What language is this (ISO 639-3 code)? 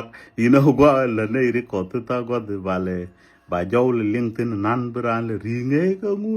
nus